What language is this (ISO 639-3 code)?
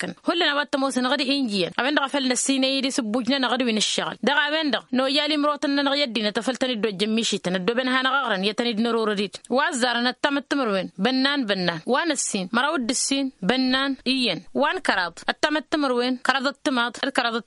taq